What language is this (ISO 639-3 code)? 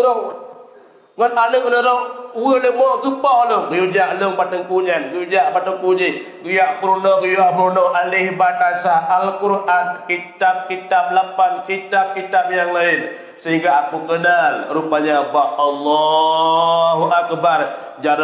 ace